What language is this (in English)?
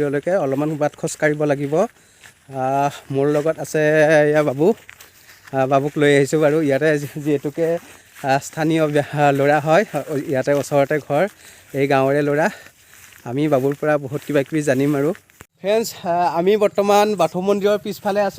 Assamese